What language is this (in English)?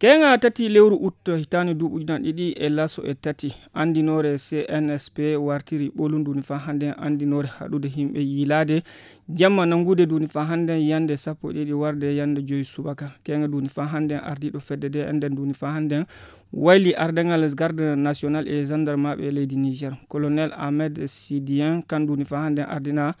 Fula